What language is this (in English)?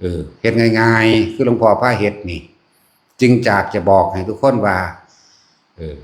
Lao